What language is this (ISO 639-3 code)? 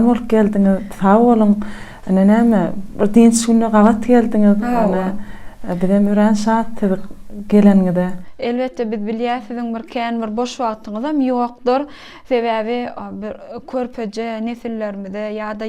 tuk